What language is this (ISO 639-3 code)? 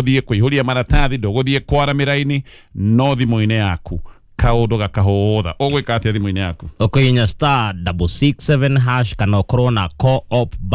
kik